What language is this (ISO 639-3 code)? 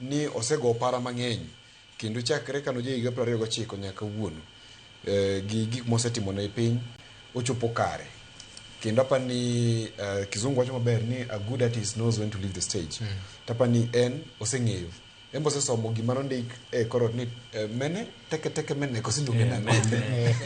luo